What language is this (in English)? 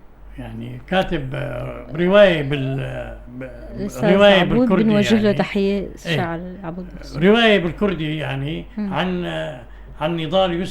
North Levantine Arabic